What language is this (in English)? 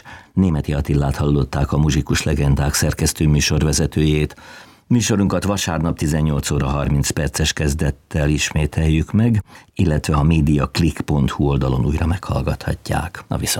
Hungarian